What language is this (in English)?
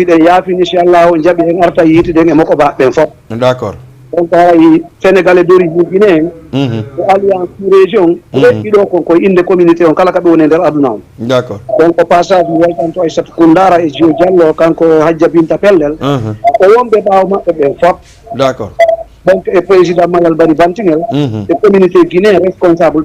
Fula